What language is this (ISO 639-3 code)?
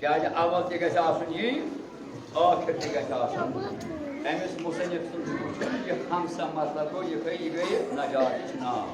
kas